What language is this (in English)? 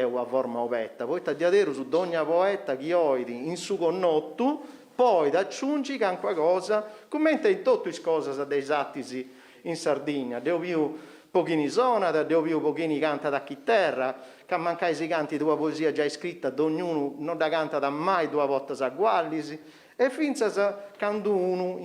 Sardinian